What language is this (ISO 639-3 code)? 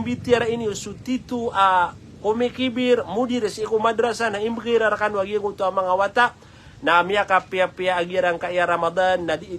mrw